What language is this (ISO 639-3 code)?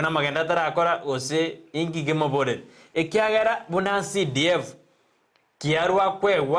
guz